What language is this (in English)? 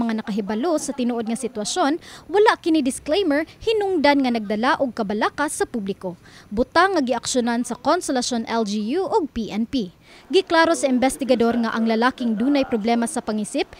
Cebuano